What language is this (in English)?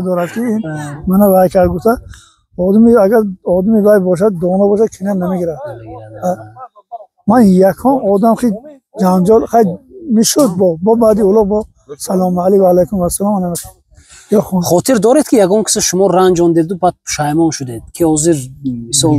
Tajik